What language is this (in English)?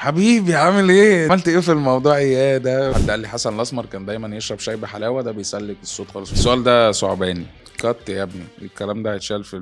Egyptian Arabic